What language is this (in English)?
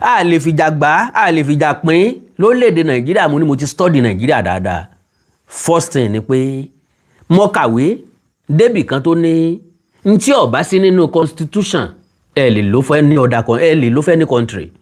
Yoruba